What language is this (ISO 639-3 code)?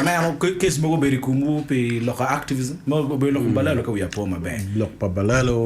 ach